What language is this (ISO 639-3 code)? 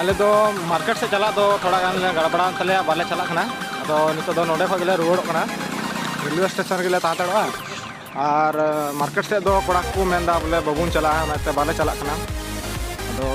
sat